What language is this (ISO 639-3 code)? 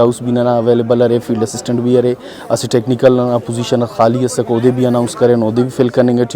brh